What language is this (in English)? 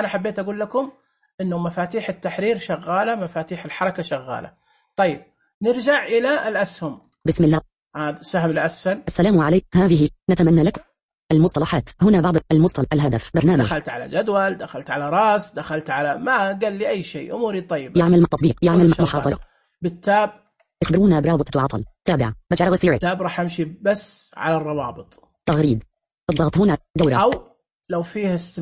Najdi Arabic